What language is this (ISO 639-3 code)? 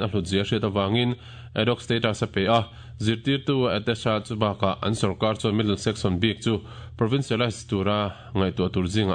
lus